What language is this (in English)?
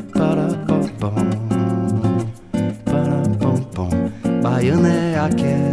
Portuguese